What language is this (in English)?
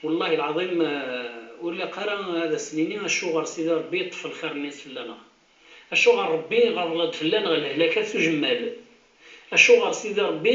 Kabyle